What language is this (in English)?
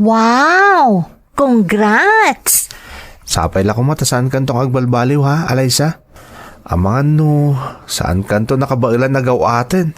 Iloko